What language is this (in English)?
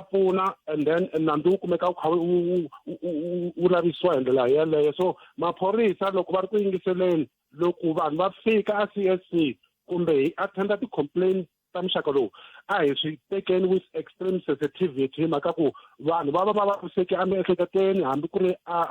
Tsonga